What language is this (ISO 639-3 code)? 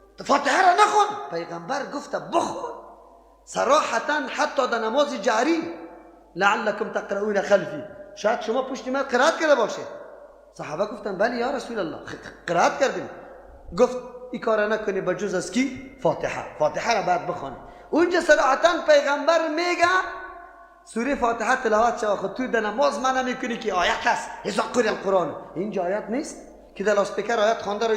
fas